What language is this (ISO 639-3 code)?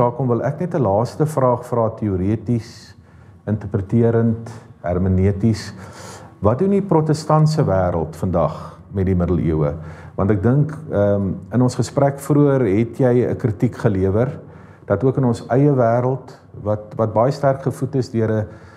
afr